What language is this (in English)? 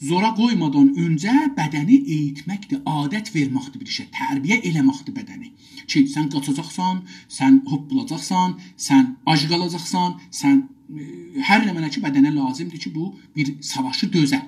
South Azerbaijani